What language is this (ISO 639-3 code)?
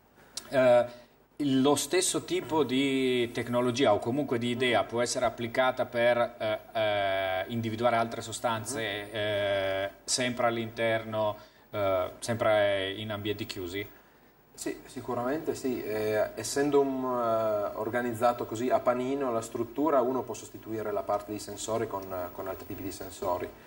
ita